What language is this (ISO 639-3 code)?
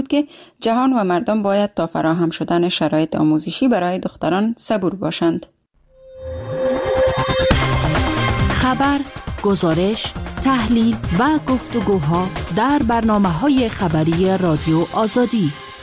fas